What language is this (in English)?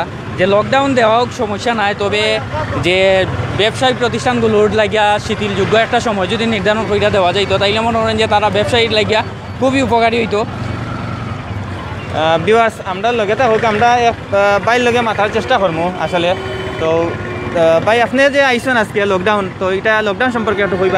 Sylheti